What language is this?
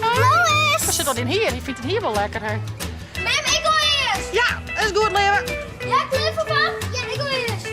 Western Frisian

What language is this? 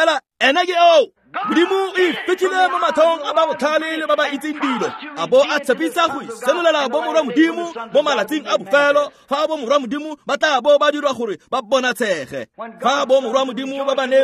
Tswana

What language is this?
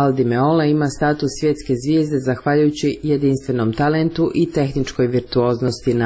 Croatian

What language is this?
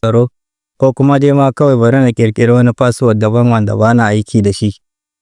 Hausa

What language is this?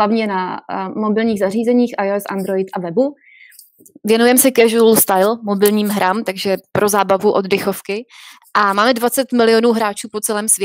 Czech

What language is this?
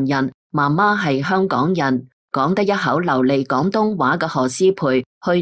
Cantonese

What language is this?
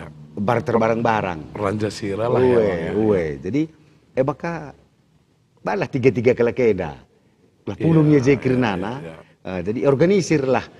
Batak Karo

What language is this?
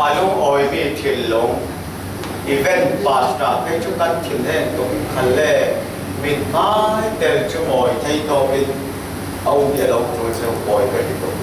Falam Chin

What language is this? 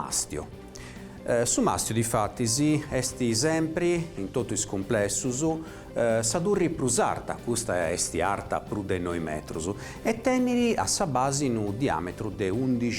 Sardinian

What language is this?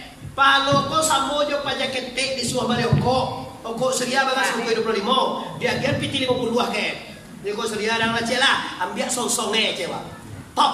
Minangkabau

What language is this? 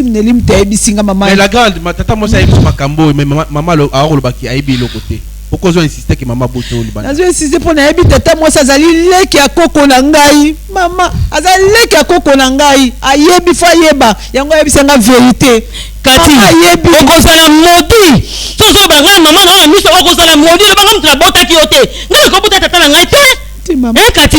Lingala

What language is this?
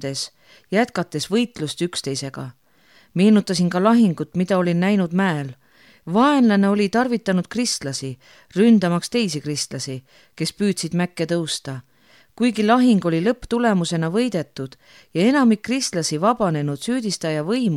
Estonian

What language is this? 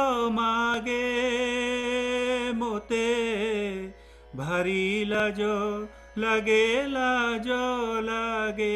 Odia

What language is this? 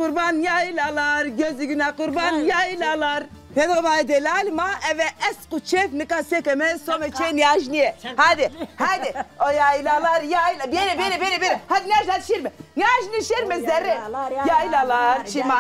Zaza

